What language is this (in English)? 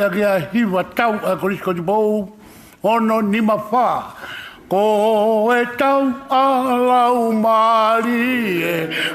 Tongan